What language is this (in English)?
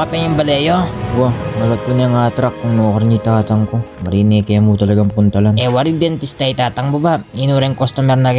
Pampanga